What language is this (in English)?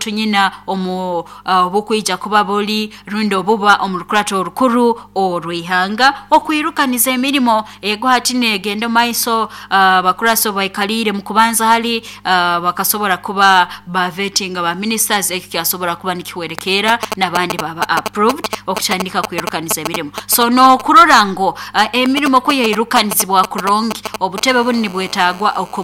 Nyoro